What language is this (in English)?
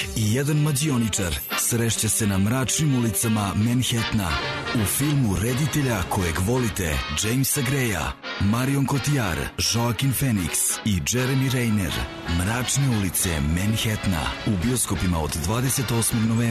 Serbian